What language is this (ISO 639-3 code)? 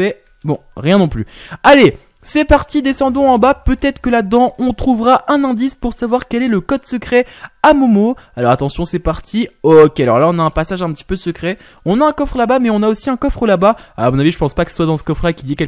fra